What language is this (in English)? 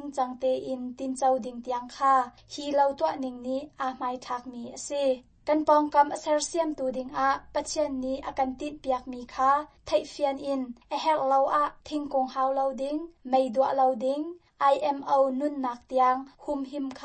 Hakha Chin